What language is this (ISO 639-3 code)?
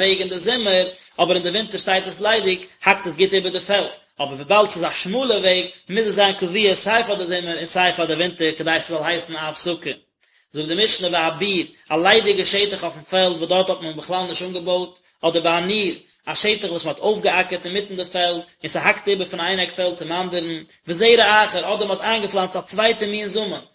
yid